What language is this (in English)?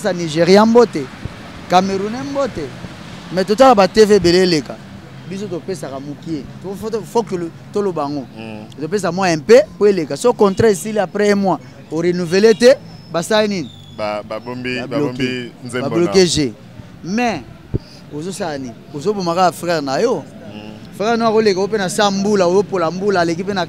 Lingala